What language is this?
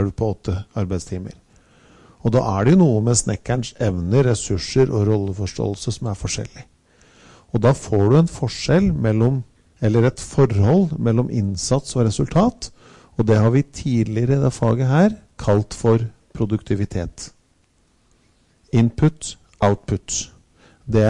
Norwegian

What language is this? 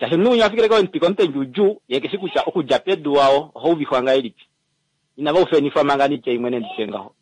Kuanyama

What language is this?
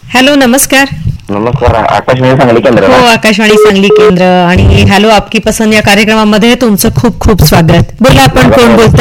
Marathi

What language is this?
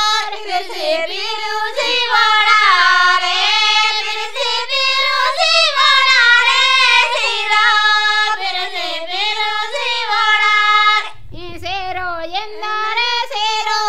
Gondi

